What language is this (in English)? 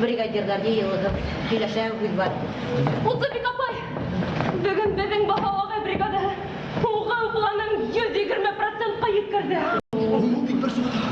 Bashkir